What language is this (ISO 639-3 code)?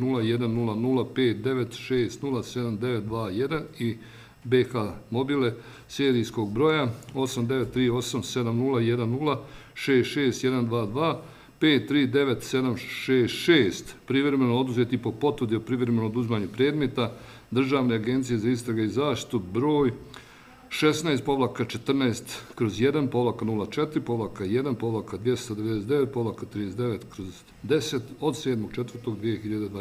bos